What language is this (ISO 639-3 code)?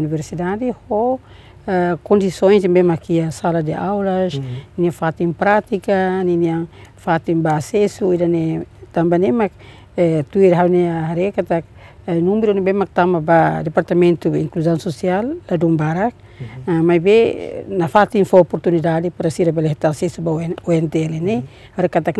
tet